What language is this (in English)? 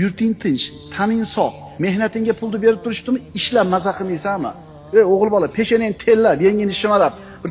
Uzbek